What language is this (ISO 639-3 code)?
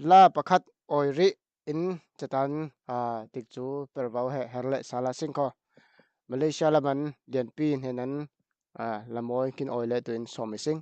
cfm